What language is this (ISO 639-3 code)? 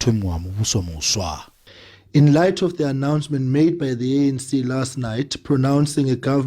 ven